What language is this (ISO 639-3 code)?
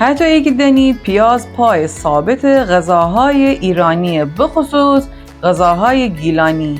glk